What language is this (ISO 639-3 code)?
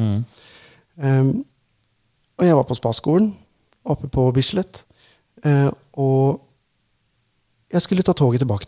nor